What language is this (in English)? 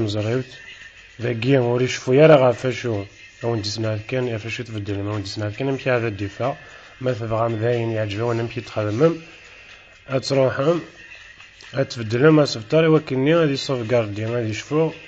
Kabyle